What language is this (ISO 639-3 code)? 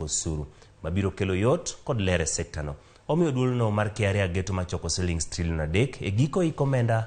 luo